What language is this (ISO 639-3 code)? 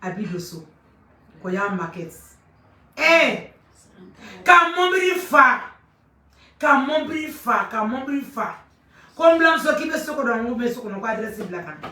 bam